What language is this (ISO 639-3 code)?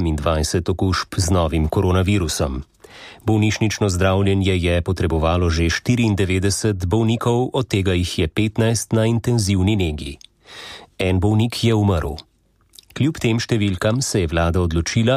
slv